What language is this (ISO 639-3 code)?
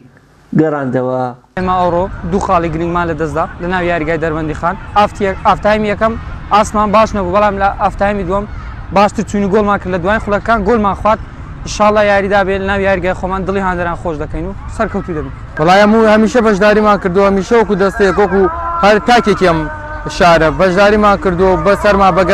ckb